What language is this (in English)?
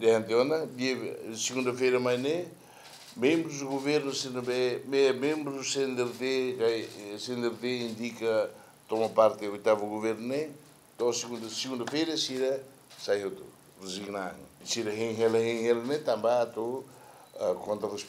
Tetum